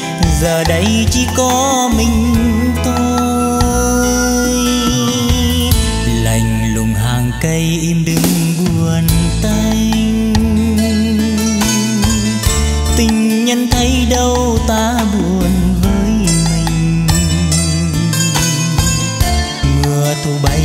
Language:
Vietnamese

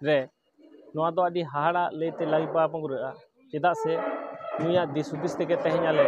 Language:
Santali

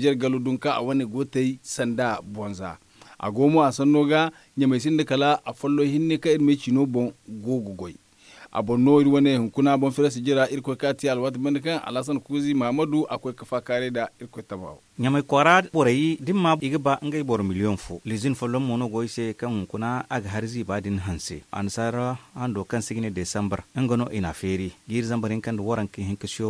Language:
Zarma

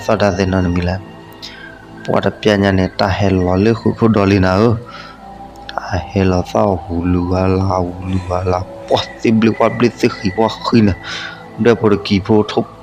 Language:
S'gaw Karen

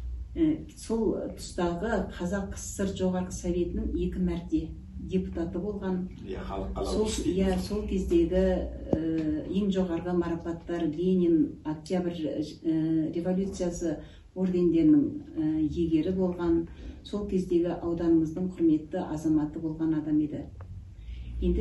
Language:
Kazakh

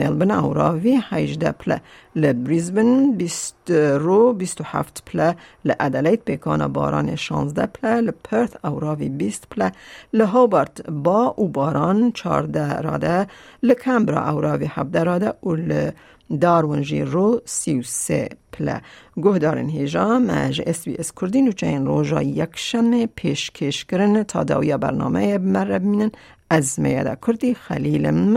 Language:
Kurdish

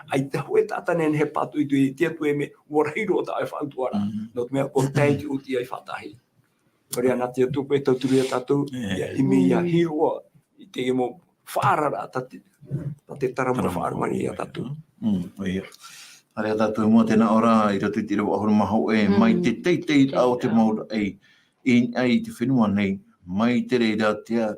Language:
Tahitian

